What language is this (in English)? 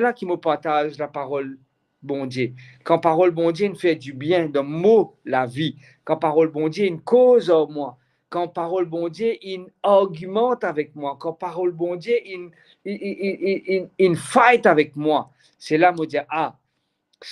Morisyen